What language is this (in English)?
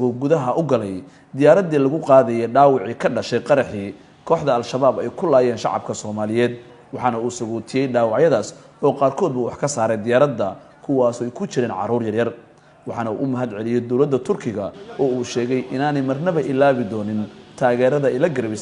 Somali